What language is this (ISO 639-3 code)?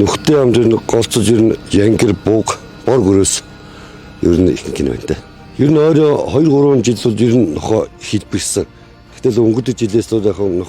mon